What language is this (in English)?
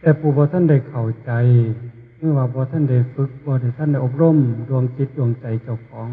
Northeastern Thai